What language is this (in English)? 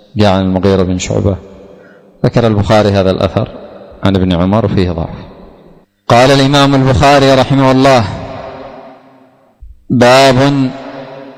Arabic